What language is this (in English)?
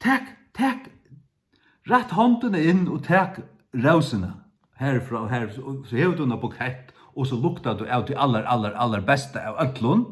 Faroese